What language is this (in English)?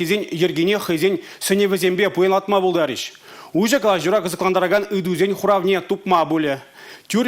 Chuvash